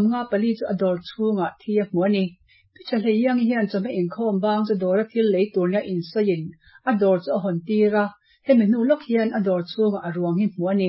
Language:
Mizo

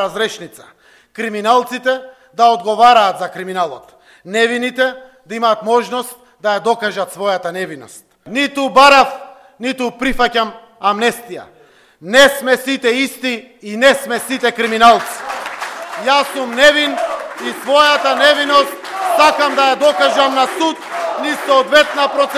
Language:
Macedonian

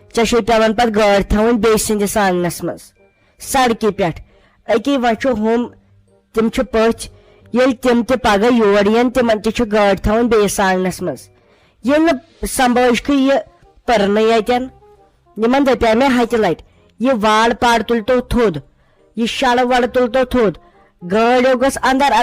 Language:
Kashmiri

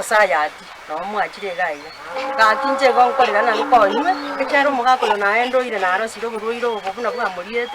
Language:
Gusii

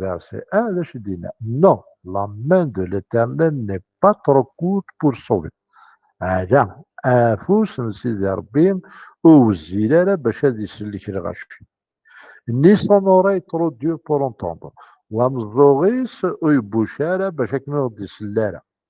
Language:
Kabyle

